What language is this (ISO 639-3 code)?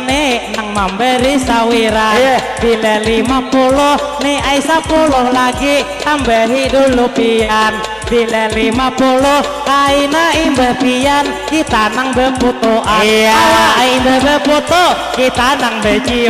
bjn